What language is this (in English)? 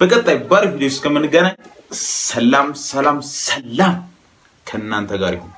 Amharic